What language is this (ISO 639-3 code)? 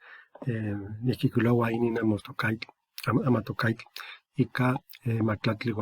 nhe